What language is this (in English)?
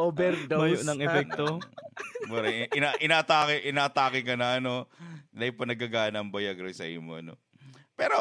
Bikol